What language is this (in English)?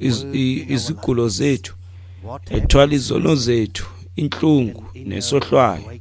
Xhosa